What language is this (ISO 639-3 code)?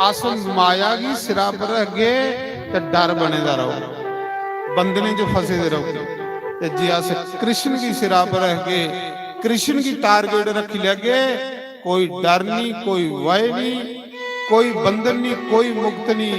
doi